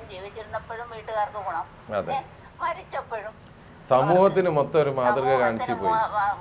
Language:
Malayalam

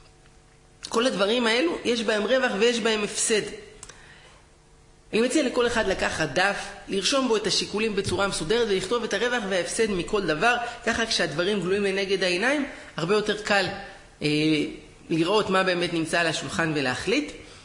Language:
Hebrew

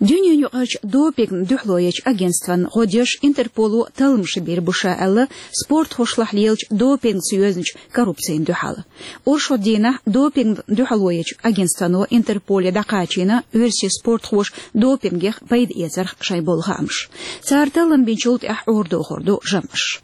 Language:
Chechen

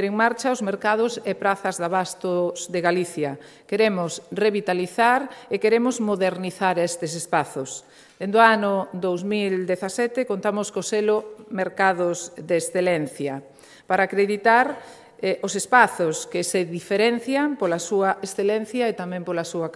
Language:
Galician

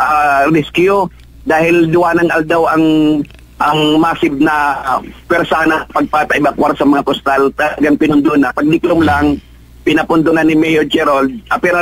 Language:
Bikol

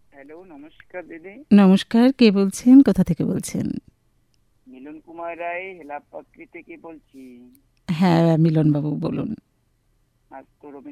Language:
Bangla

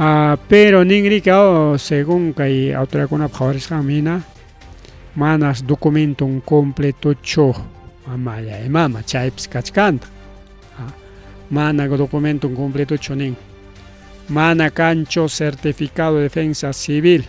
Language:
Ayacucho Quechua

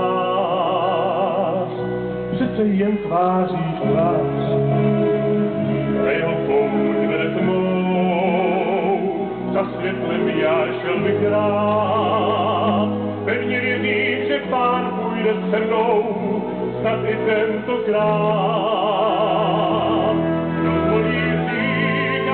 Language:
Czech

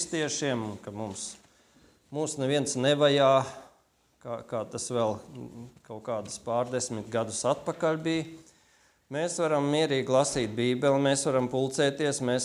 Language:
Latvian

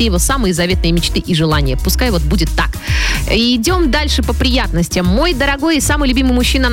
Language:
Russian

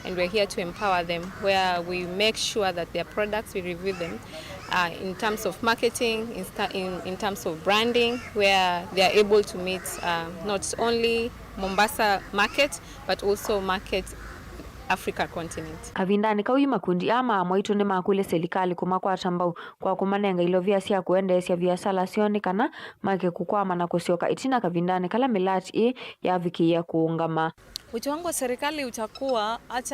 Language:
Kamba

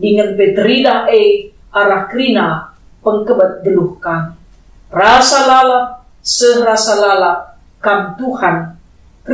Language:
Batak Karo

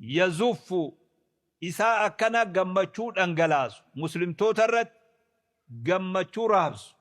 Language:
Oromo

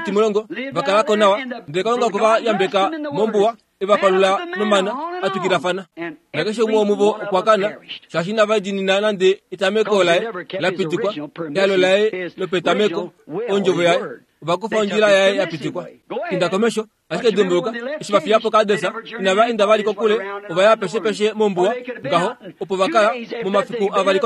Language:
Kuanyama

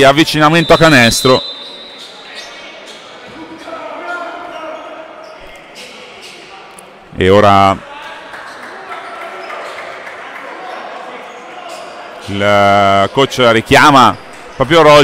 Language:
Italian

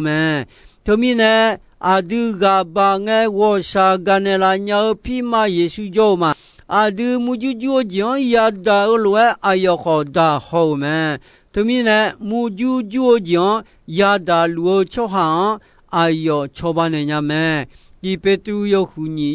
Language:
Akha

